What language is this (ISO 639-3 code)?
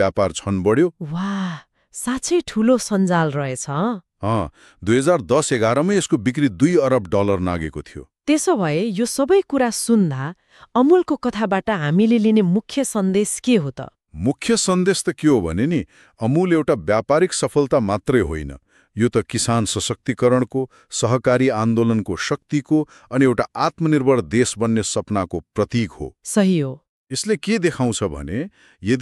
nep